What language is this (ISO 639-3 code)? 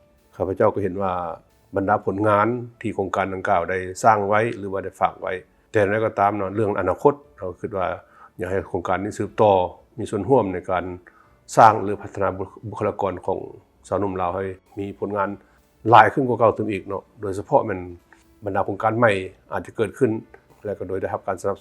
lao